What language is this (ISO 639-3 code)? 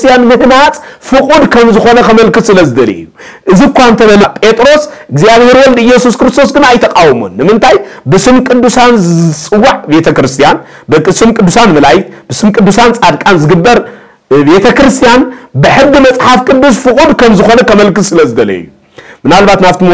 tir